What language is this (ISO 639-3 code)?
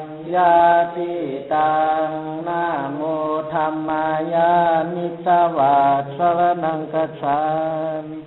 pli